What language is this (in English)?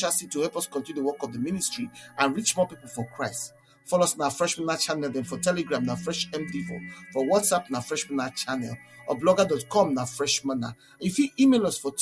Nigerian Pidgin